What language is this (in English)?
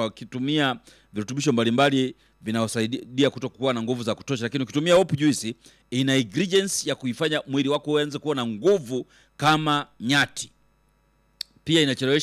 Swahili